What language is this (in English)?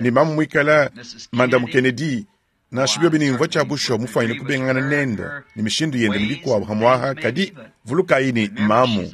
Luba-Lulua